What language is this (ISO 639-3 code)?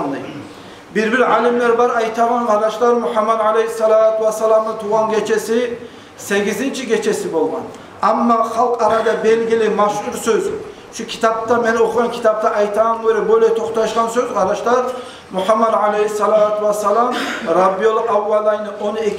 kum